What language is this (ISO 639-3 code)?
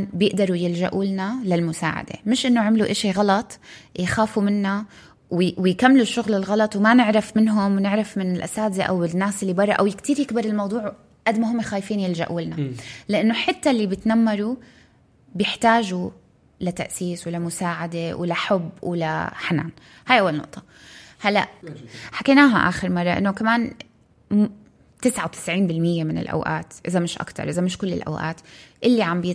apc